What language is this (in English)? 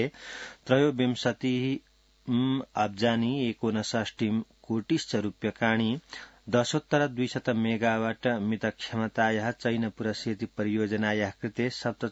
Sanskrit